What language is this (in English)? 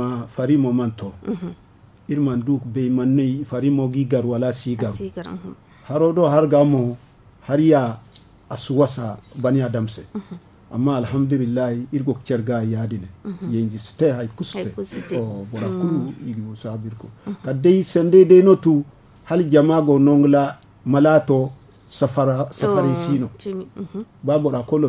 Zarma